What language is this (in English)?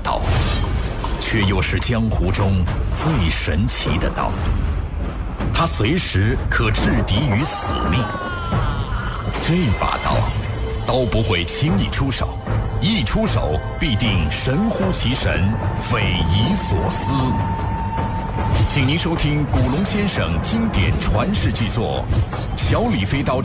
Chinese